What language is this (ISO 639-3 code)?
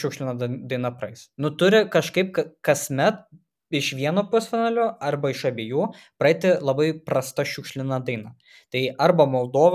lit